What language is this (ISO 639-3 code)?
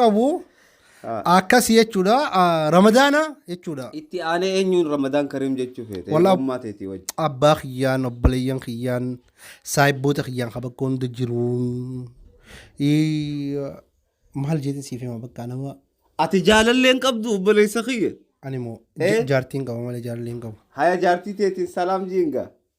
orm